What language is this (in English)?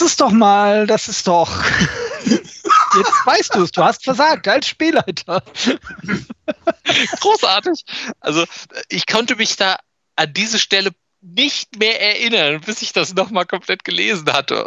German